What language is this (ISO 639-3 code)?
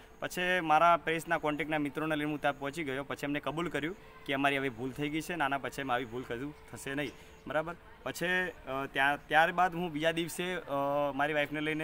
guj